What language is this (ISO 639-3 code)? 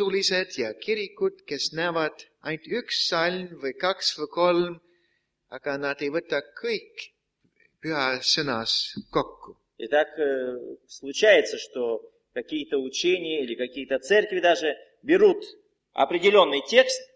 est